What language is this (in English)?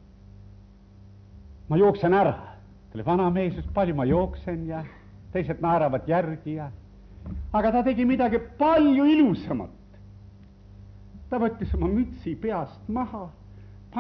Estonian